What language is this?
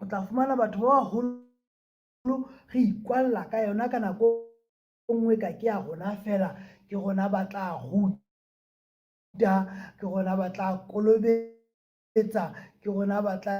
Southern Sotho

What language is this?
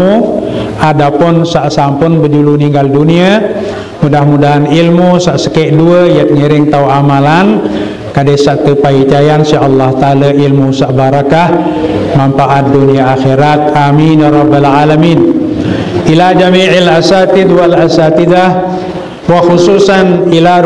Sasak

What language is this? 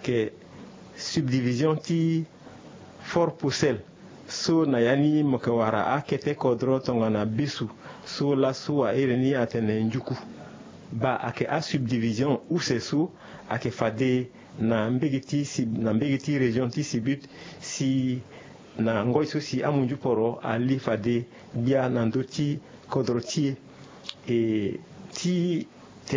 Sango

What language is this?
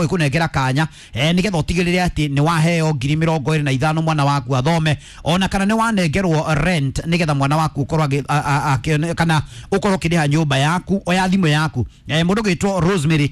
Kikuyu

